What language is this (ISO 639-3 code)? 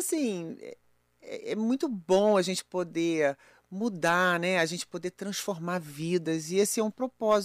por